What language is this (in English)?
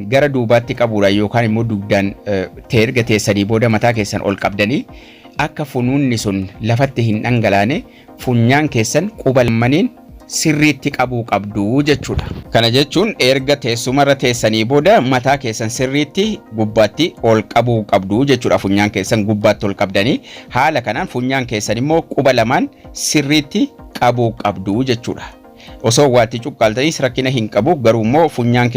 Oromo